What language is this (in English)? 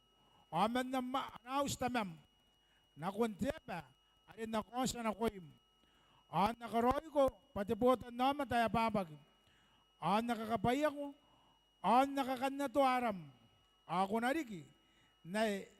Gilbertese